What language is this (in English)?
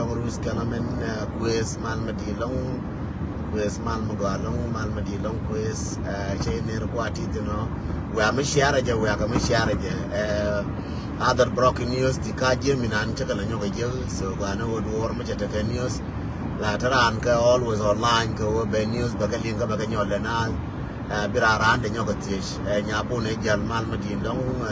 Nuer